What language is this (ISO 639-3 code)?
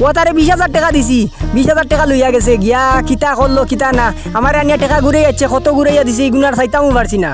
syl